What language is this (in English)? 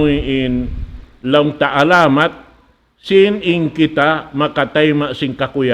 Tausug